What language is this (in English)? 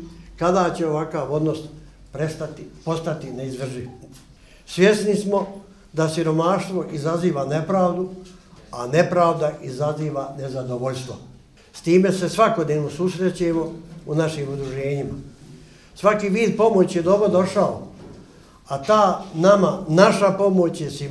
Bosnian